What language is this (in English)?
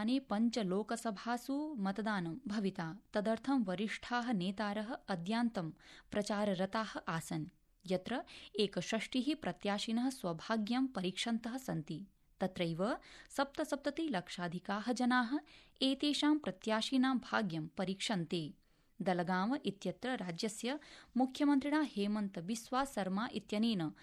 Sanskrit